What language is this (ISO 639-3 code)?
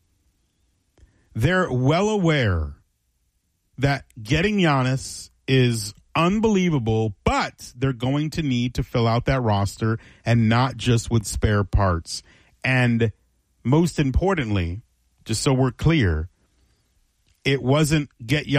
eng